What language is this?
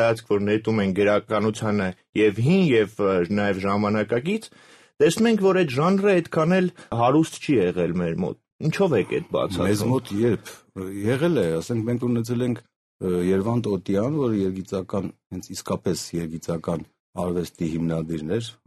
Armenian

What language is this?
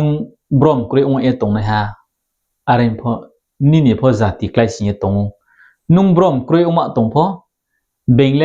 Riang (India)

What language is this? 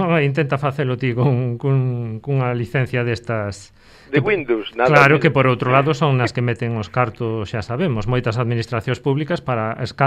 Galician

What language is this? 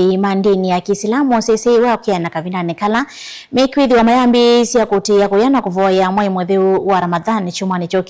Kamba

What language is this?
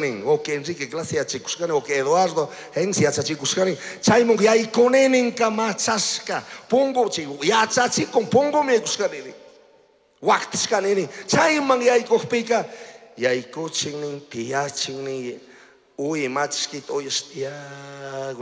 Chimborazo Highland Quichua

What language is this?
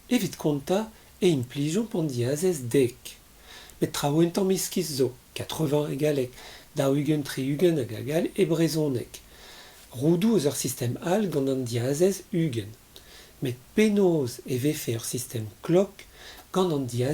Breton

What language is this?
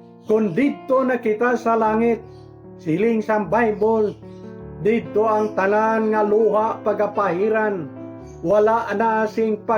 Hiligaynon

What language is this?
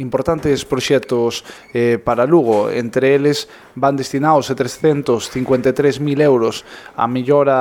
Galician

